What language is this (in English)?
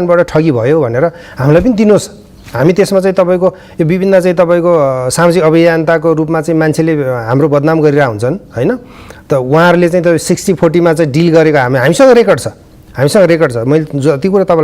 Nepali